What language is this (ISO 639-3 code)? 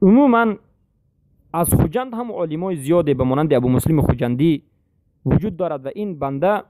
tgk